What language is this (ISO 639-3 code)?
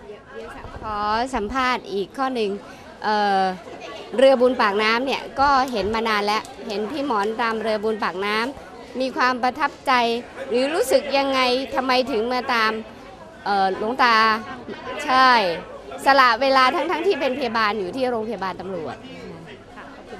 tha